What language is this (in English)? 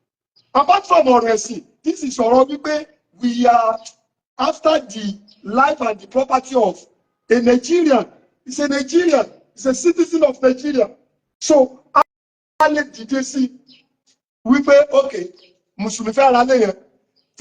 Yoruba